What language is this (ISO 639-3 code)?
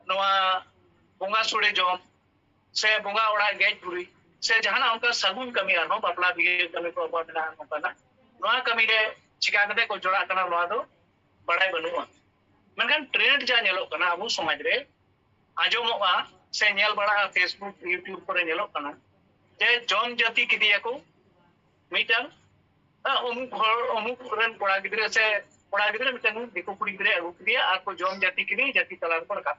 sat